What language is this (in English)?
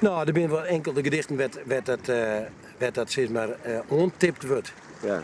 Western Frisian